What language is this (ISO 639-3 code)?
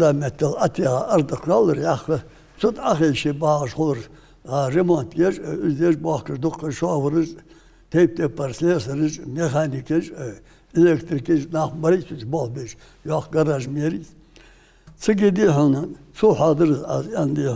inh